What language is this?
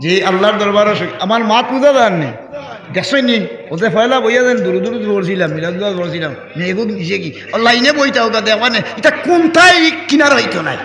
Sylheti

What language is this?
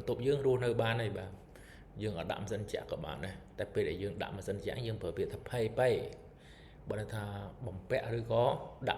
Khmer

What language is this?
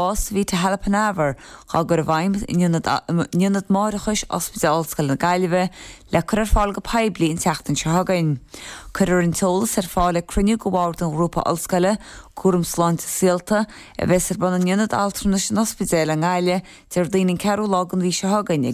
Irish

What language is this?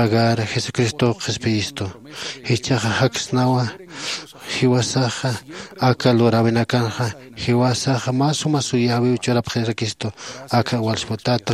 Aymara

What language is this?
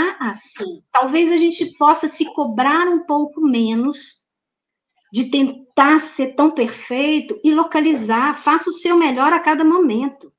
Portuguese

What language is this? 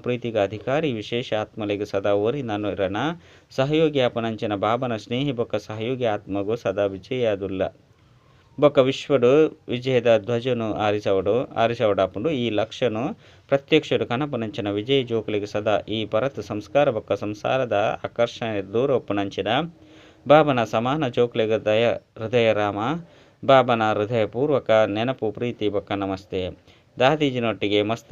Tulu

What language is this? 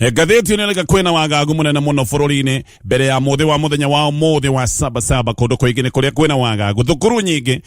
Kikuyu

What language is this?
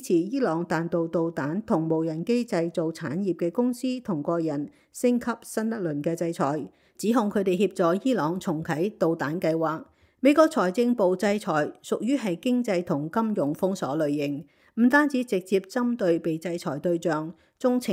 Cantonese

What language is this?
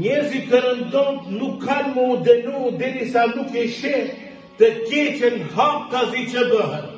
Albanian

